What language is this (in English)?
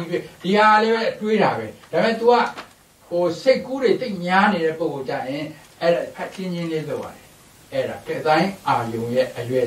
Burmese